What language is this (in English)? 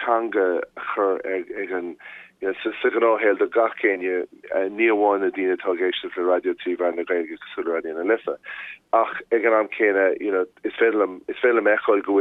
Irish